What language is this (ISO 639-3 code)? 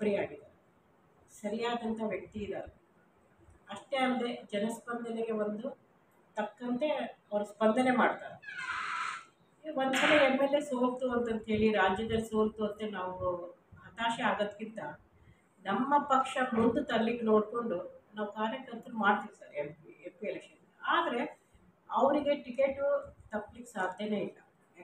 kan